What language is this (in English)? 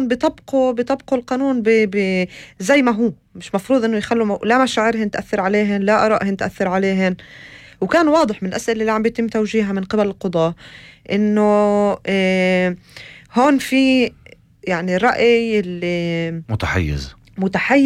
North Levantine Arabic